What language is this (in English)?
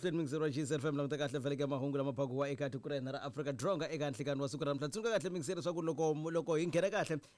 Tsonga